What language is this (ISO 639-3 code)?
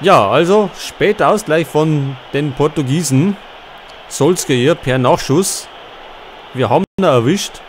bar